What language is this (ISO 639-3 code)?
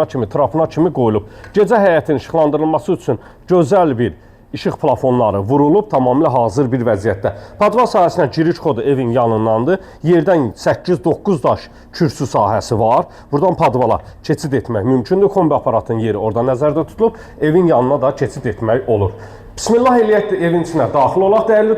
aze